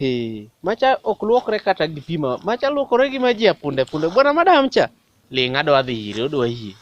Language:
Luo (Kenya and Tanzania)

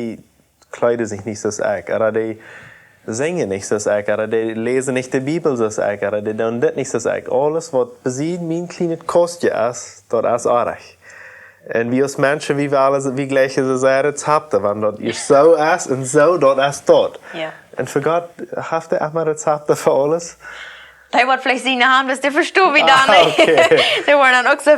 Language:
Plautdietsch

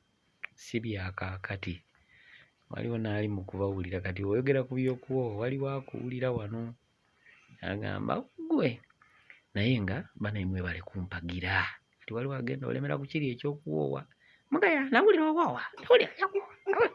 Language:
Ganda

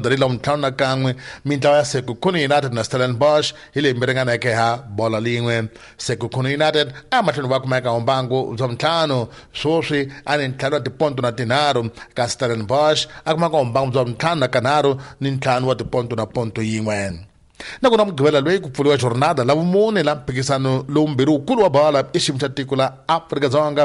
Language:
Tsonga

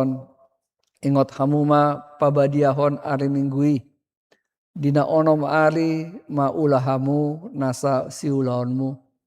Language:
Batak Toba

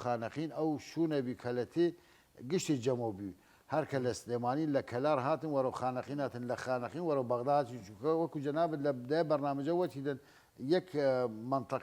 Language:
Southern Kurdish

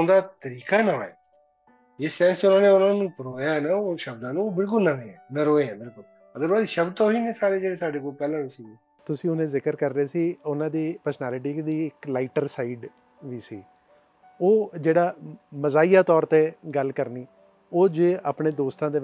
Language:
Punjabi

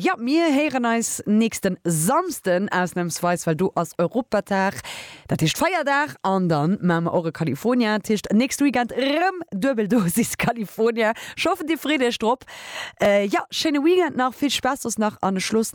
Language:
Luxembourgish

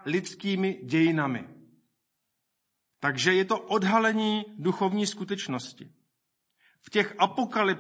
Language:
Czech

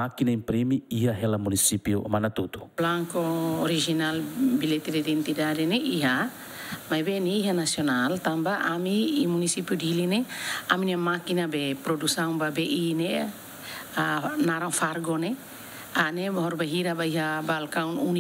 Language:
Tetum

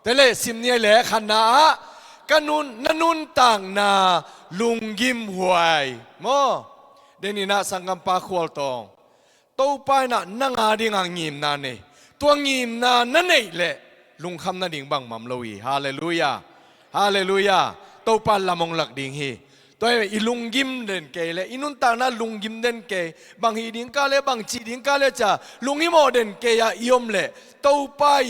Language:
Tedim Chin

